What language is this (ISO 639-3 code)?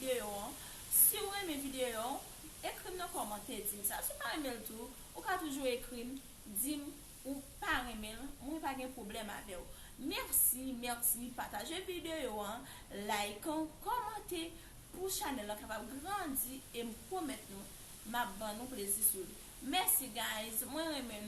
hat